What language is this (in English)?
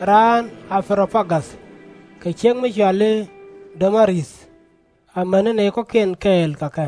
Nuer